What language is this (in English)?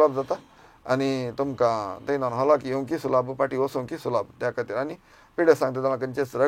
Konkani